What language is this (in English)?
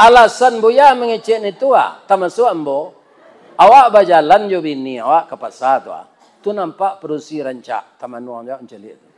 Minangkabau